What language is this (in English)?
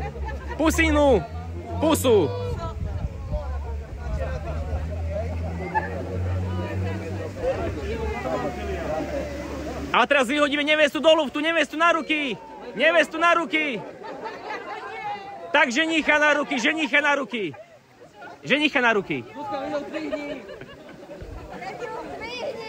Slovak